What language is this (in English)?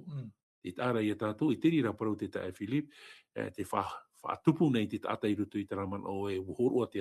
Tahitian